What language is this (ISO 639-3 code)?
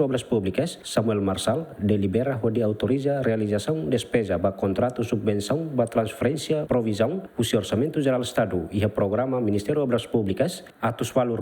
tet